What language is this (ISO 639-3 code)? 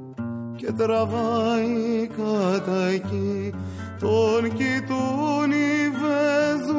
ell